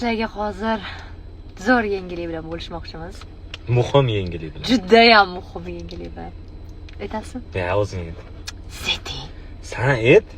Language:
Uzbek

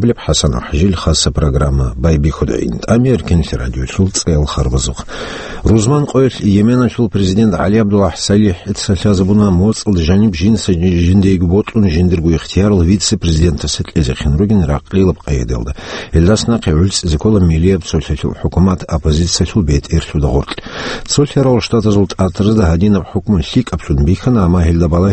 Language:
Avaric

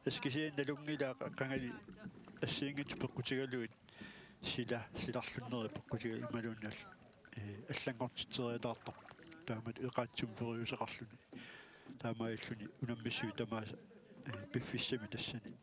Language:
Kalaallisut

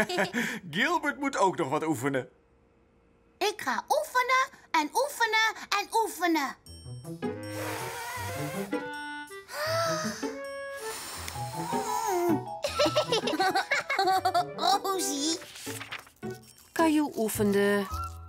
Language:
Dutch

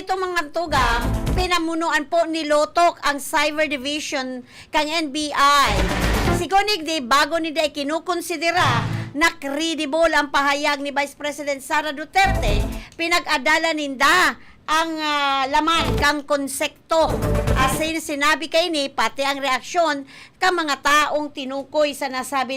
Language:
Bikol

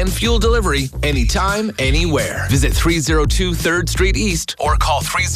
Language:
English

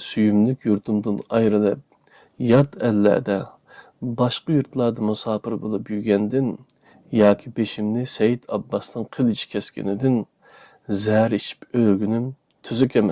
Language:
Uyghur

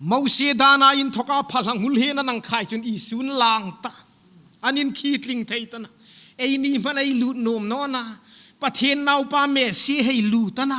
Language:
Hmar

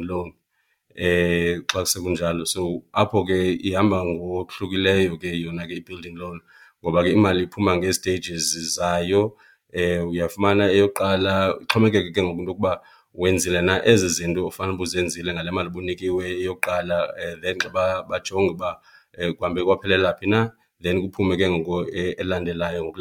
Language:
Xhosa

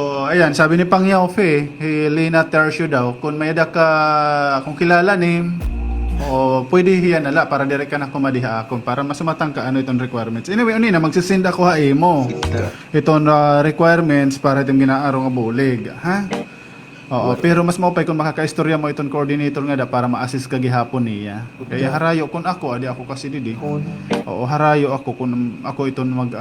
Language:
Waray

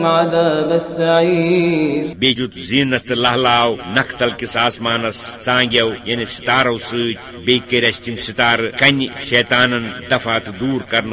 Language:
Kashmiri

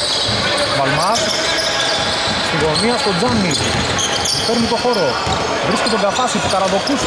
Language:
Greek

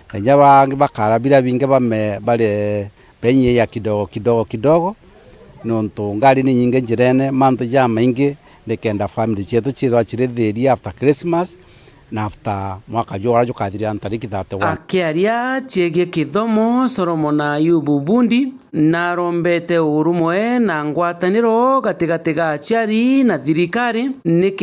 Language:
Meru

